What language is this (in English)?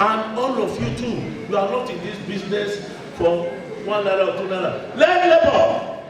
Nigerian Pidgin